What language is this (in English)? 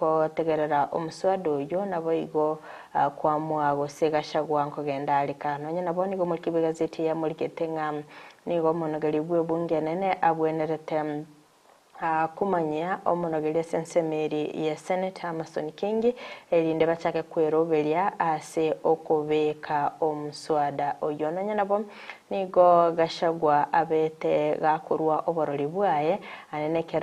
Gusii